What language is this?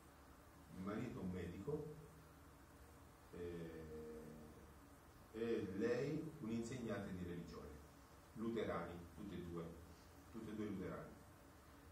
Italian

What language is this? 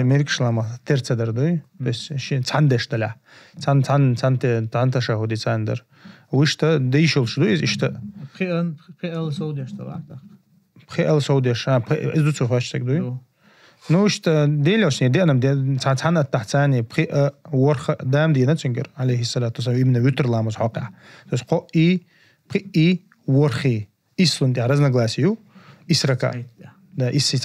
Chechen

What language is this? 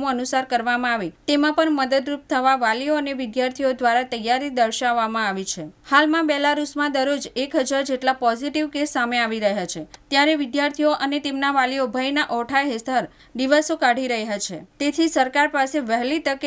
Gujarati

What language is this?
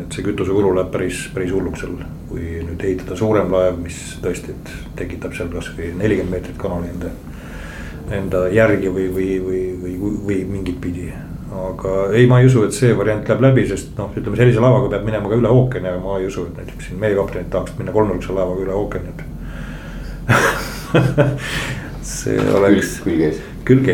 Estonian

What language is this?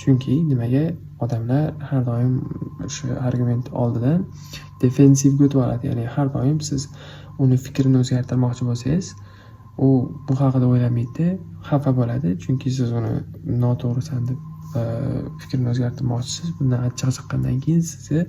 Uzbek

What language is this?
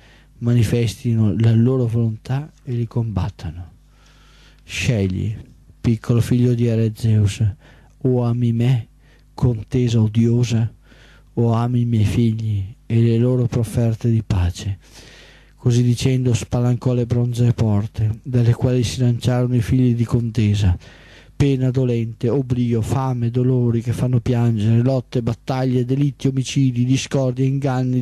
Italian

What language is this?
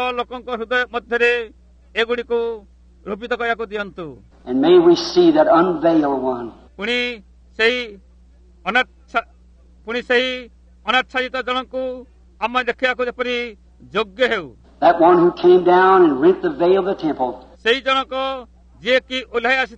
Odia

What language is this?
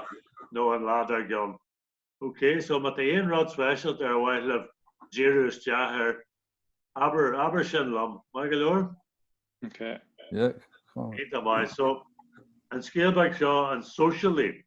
Irish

